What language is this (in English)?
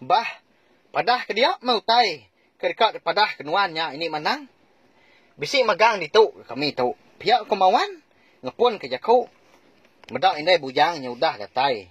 Iban